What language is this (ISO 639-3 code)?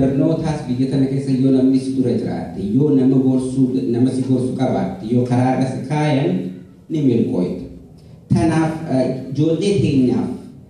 orm